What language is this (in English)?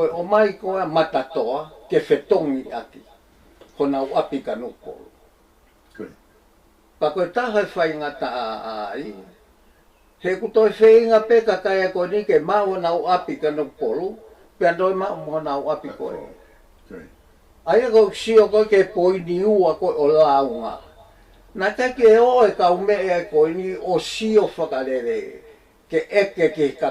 Tongan